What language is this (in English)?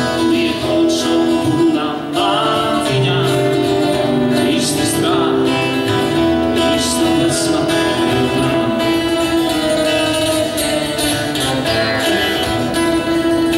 Serbian